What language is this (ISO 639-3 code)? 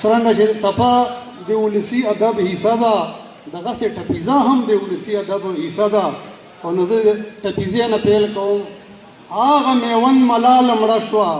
pus